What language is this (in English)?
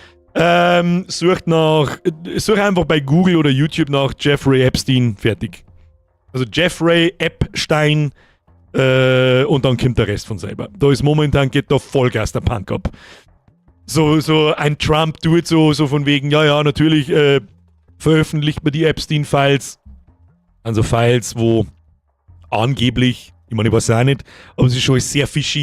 Bavarian